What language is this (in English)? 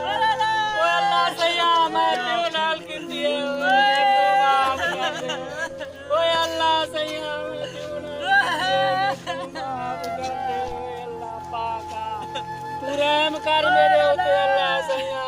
Saraiki